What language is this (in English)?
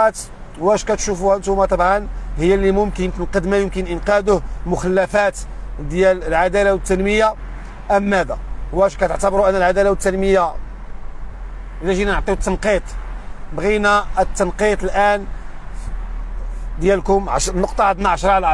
Moroccan Arabic